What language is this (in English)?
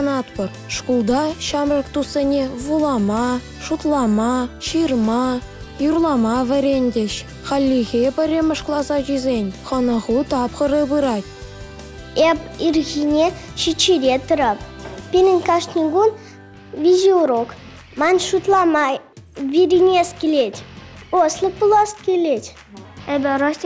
Chuvash